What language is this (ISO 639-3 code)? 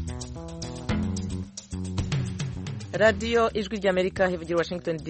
kin